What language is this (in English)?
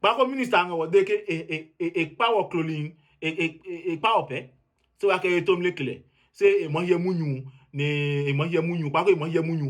Adangme